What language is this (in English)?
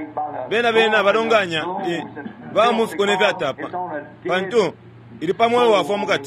Bemba